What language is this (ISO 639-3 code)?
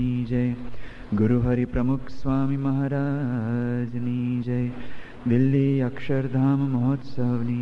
guj